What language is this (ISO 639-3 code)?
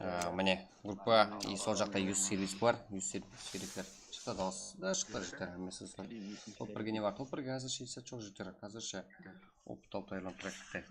kaa